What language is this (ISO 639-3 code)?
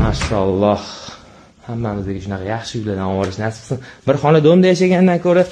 uzb